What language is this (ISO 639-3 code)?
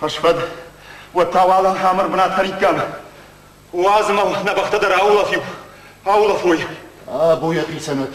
oss